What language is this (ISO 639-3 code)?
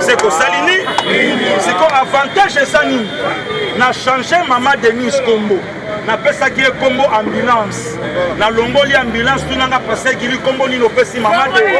lin